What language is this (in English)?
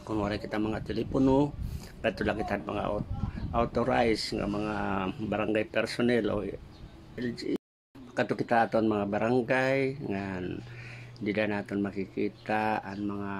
Waray